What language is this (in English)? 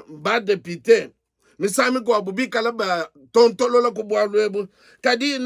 Luba-Lulua